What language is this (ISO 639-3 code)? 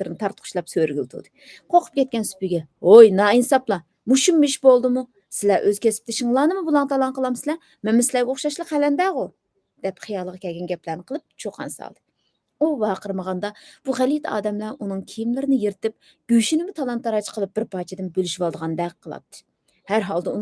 uig